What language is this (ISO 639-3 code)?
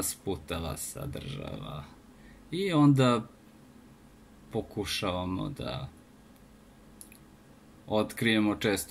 srp